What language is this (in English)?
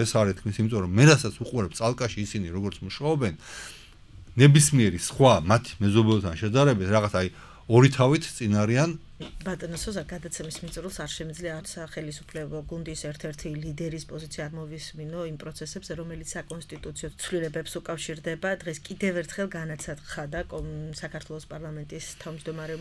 Georgian